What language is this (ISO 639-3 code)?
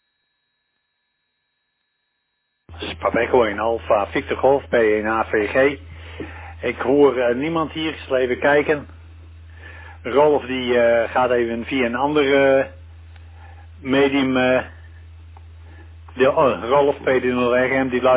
nld